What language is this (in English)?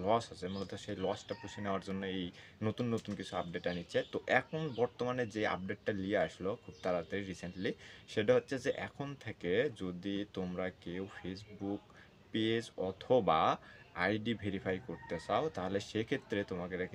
Bangla